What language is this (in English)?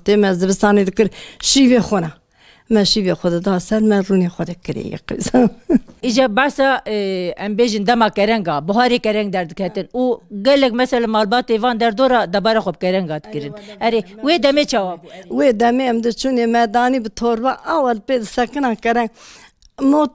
Kurdish